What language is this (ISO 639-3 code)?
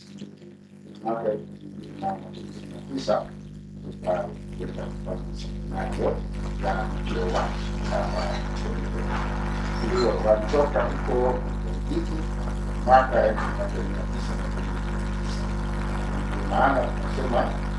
swa